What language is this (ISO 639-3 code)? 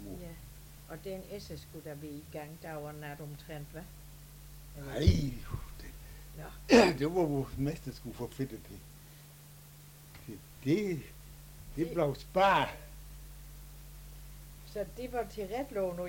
dan